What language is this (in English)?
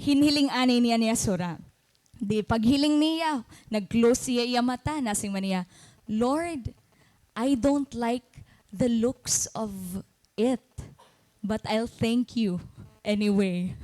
Waray